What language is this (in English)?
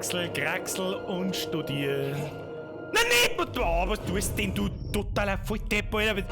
Bavarian